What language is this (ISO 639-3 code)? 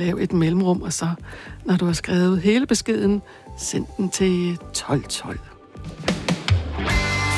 dan